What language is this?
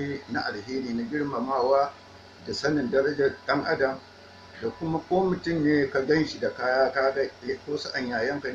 Hausa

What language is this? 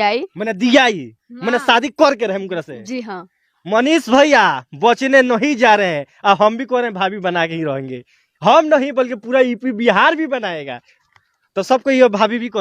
Bhojpuri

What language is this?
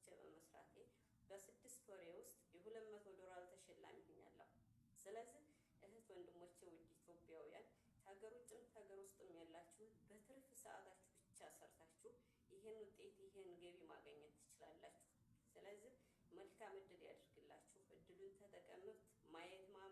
Amharic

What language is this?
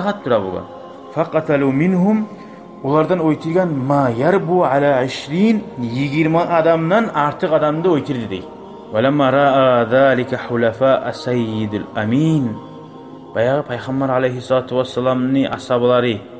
Kumyk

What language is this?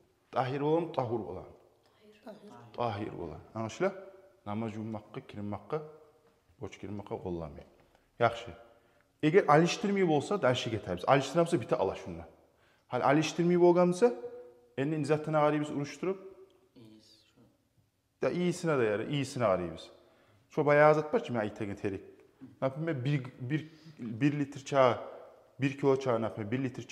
Kumyk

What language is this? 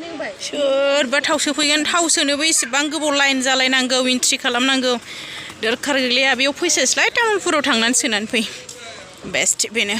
Bodo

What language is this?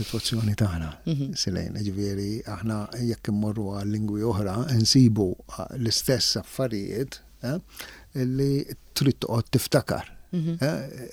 Maltese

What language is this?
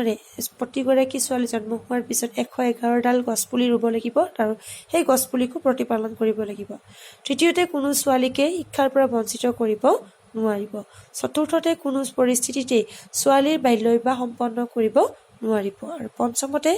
Assamese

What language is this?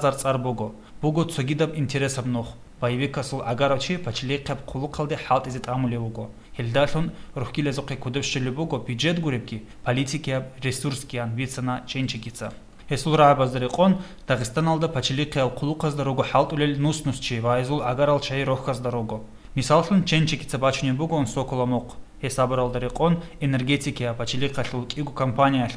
Avaric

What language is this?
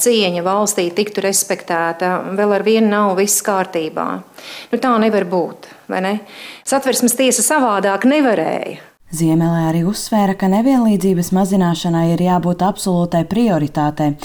Latvian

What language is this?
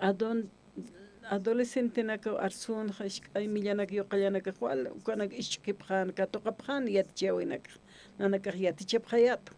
Aymara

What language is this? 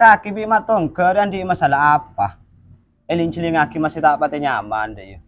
Madurese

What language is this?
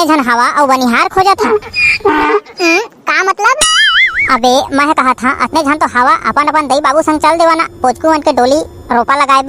Chhattisgarhi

